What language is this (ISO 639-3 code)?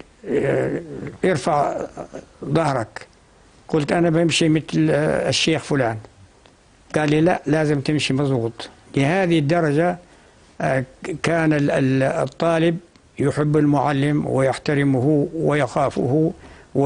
apc